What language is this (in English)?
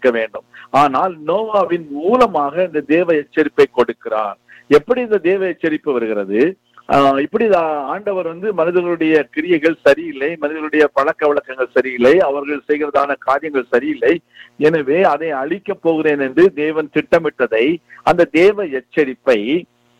Tamil